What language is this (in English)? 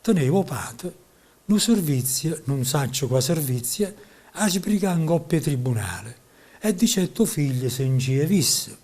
Neapolitan